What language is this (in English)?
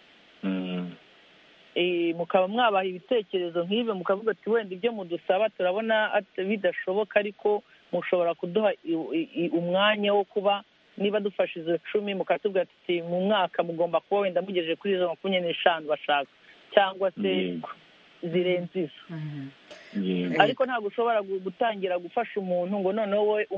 Kinyarwanda